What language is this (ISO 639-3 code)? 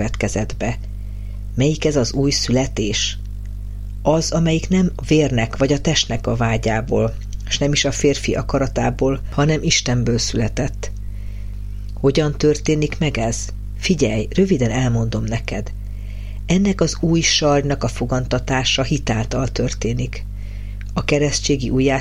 hun